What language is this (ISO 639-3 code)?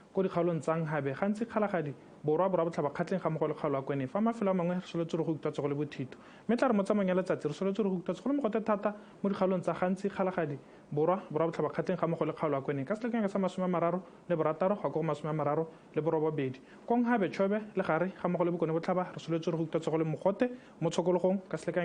tsn